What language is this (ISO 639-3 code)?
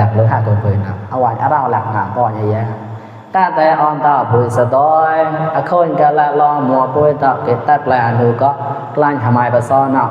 mnw